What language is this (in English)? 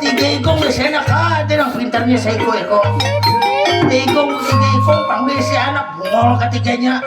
Banjar